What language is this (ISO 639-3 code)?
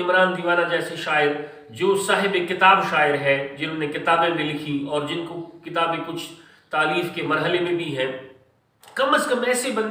urd